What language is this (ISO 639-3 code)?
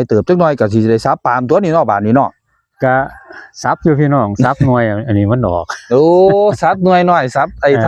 tts